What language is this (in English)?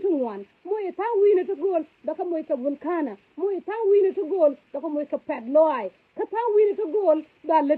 Nuer